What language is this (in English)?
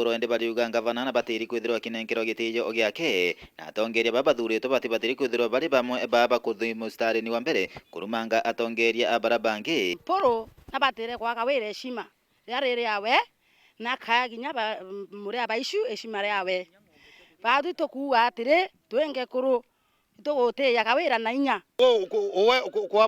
Meru